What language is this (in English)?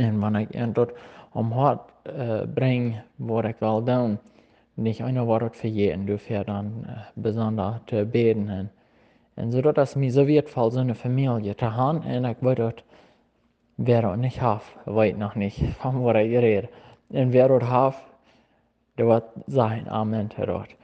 Plautdietsch